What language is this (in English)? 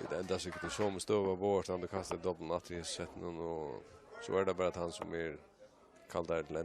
Faroese